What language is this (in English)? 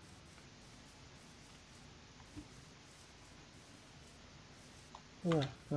Czech